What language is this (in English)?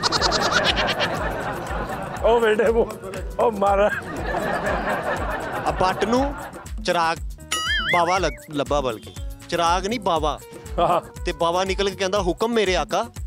Punjabi